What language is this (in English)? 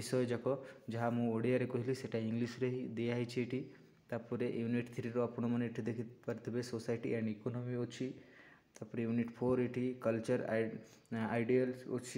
Odia